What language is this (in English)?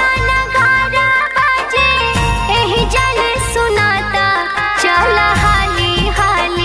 Bhojpuri